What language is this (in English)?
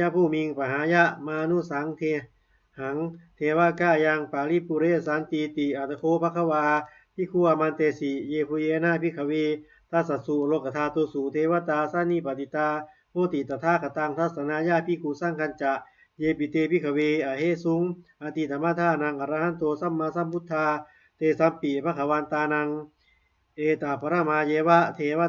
Pali